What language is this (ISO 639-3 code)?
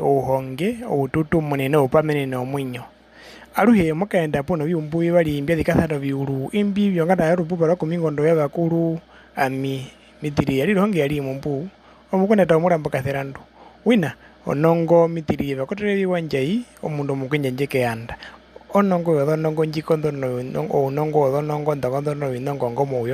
her